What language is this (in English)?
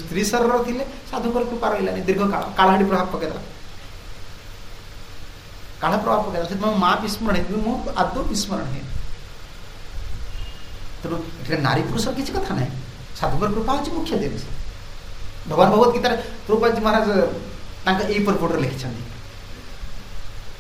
Odia